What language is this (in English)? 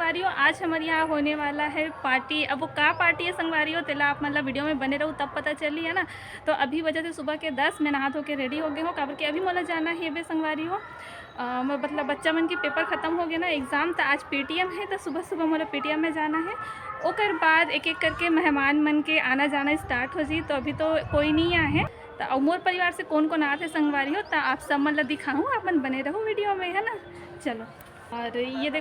Chhattisgarhi